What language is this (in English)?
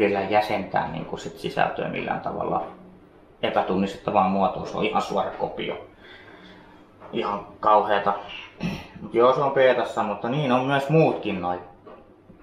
Finnish